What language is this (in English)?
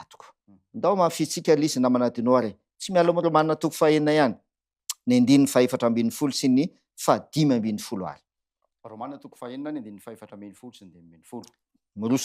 Malagasy